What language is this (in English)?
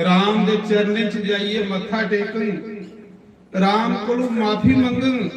Dogri